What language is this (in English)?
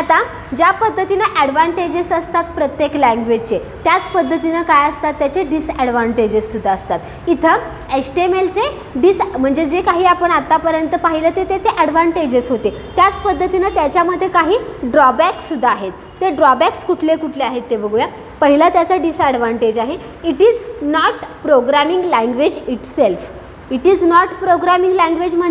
Marathi